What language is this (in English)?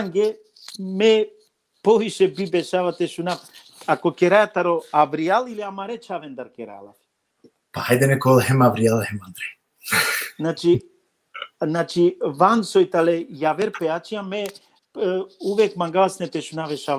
Balkan Romani